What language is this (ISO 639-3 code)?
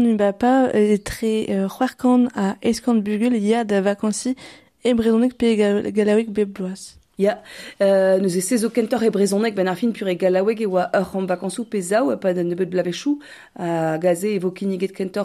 bre